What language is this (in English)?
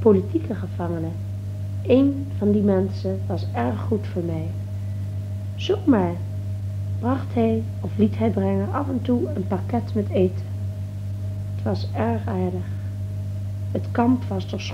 Dutch